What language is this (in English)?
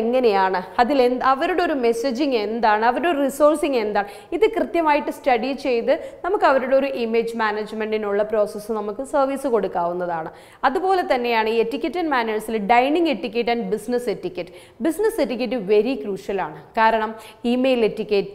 Malayalam